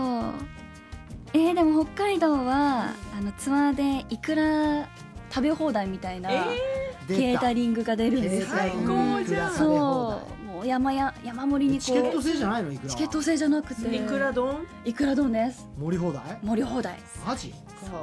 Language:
Japanese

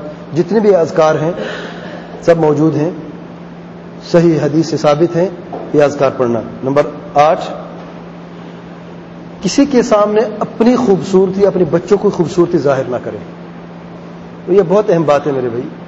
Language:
Urdu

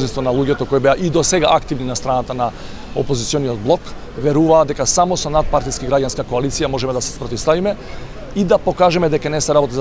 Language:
Macedonian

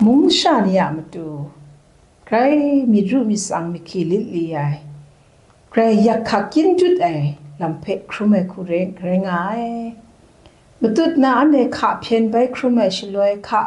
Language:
Kachin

